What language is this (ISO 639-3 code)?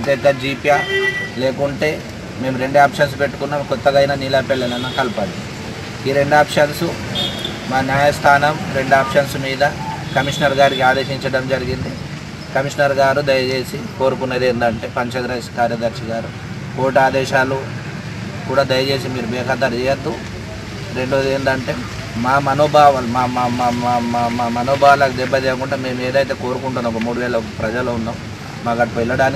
tel